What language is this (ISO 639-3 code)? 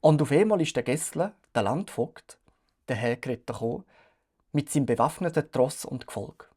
gsw